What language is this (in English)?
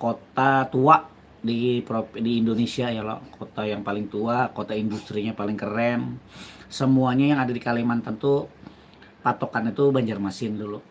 Banjar